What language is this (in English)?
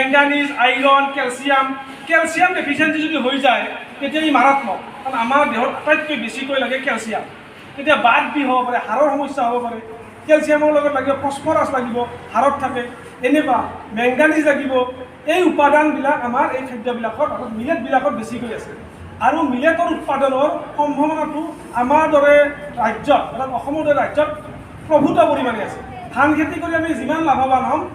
Assamese